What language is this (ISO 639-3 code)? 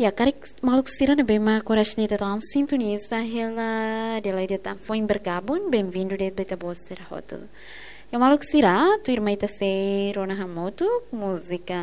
tet